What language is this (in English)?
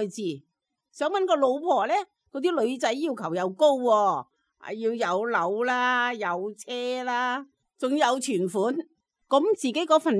Cantonese